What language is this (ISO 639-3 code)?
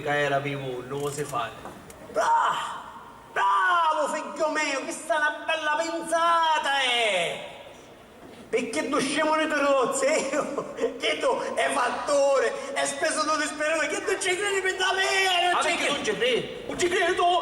scn